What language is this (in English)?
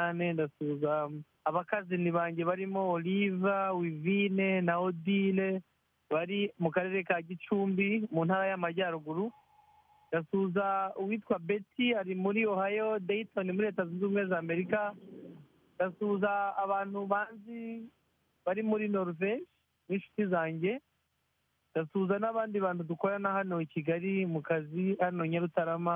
Kinyarwanda